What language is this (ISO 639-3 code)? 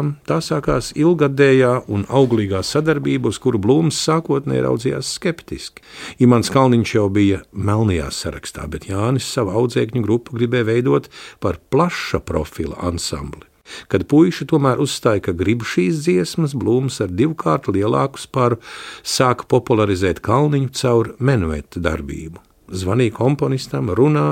lav